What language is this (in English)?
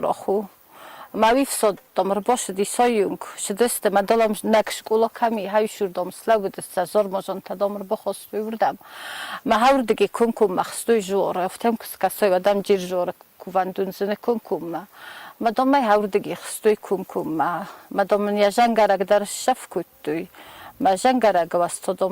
Ossetic